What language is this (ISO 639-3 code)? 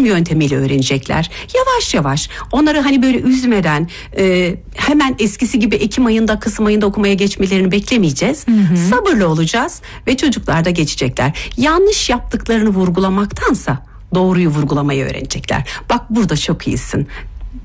tur